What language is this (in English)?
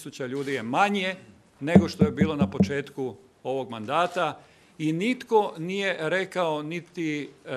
Croatian